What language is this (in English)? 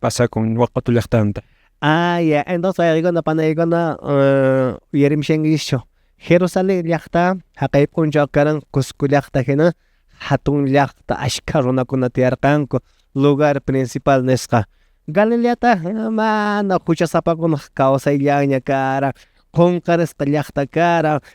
Quechua